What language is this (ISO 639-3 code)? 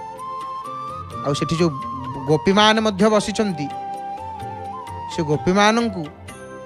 ori